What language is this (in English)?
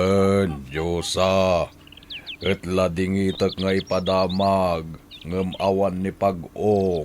Iloko